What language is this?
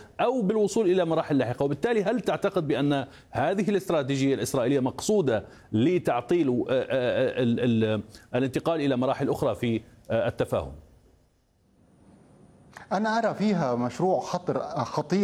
Arabic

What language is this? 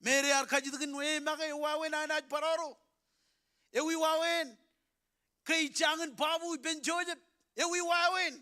Marshallese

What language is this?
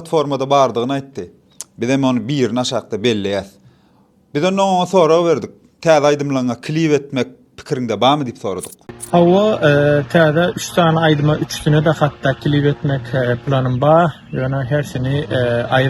Turkmen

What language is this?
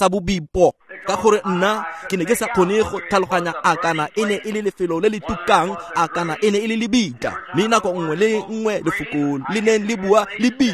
Tswana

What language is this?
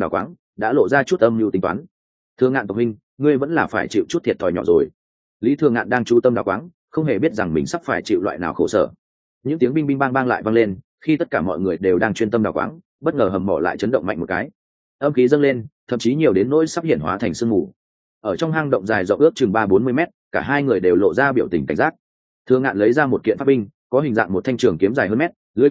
Vietnamese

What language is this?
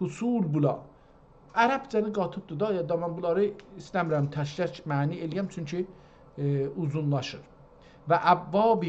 South Azerbaijani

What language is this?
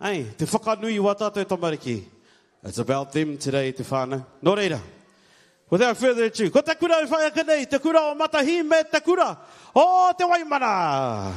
Māori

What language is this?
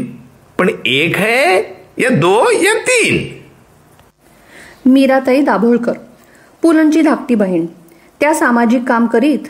Marathi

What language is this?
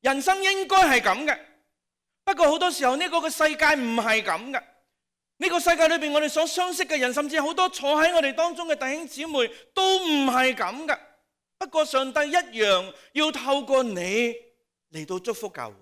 Cantonese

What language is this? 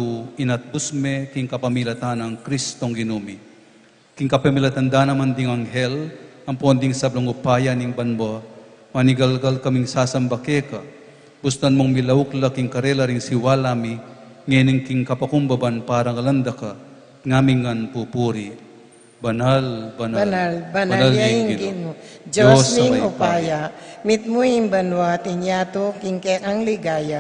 Pampanga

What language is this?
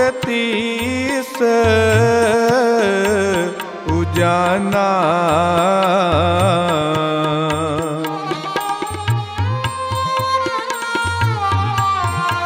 Hindi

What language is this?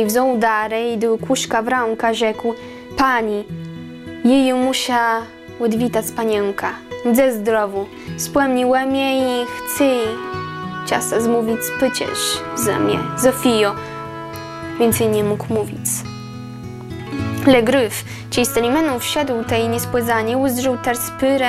Polish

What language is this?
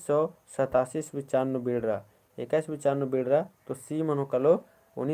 Kurukh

